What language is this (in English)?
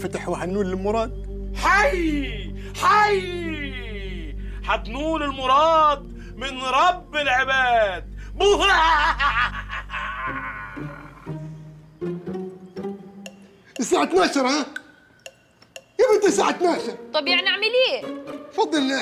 Egyptian Arabic